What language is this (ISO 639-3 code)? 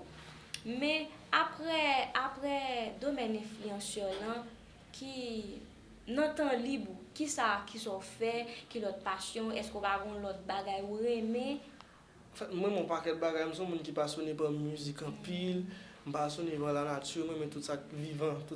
hat